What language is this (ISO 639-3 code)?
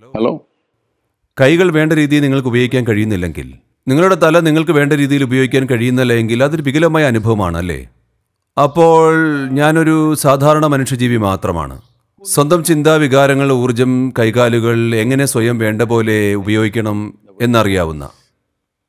mal